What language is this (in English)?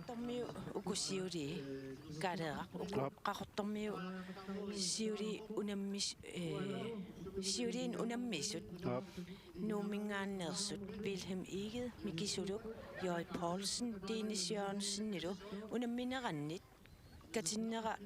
Kalaallisut